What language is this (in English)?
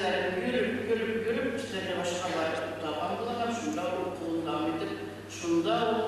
Bashkir